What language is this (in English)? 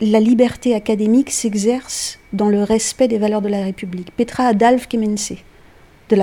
Breton